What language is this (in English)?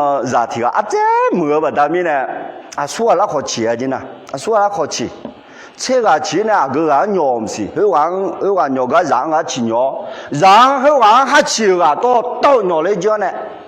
Akha